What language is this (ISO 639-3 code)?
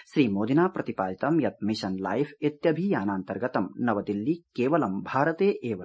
san